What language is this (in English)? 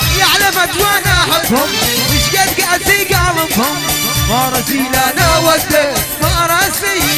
South Levantine Arabic